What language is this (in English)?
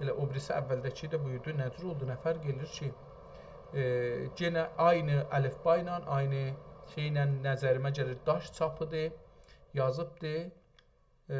South Azerbaijani